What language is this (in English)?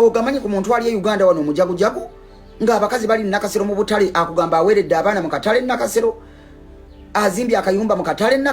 Ganda